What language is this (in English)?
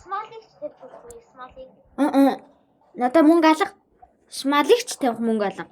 Mongolian